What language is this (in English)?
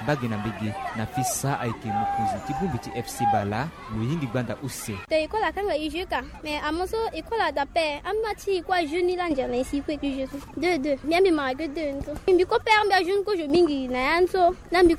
Sango